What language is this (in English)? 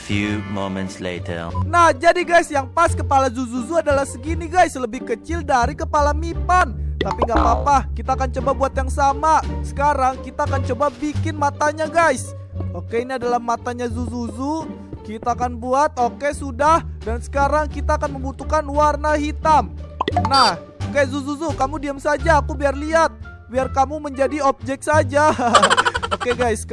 Indonesian